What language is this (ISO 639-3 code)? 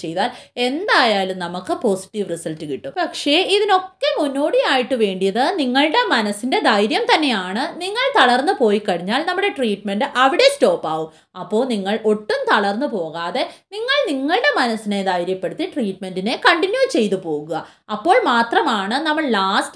mal